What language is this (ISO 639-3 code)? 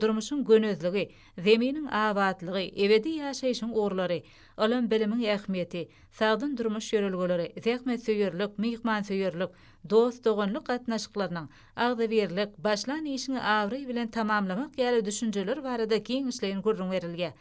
tuk